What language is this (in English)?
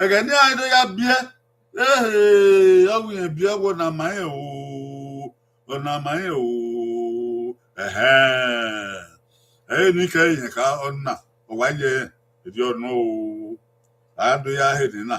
Bini